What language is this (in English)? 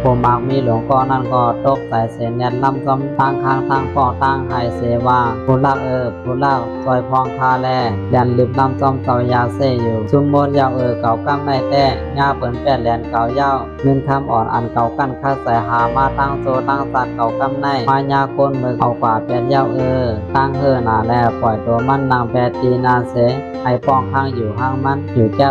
Shan